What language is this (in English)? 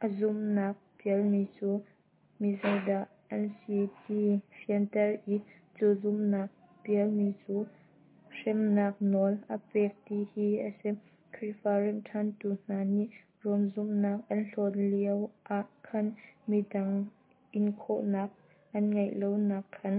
Hakha Chin